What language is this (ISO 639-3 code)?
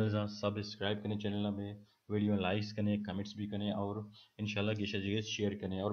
bal